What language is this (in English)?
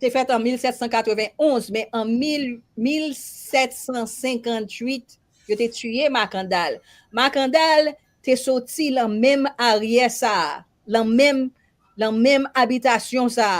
Haitian Creole